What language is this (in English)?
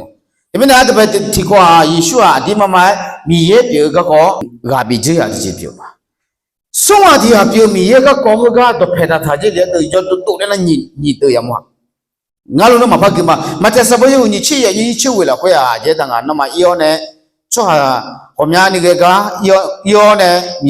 Akha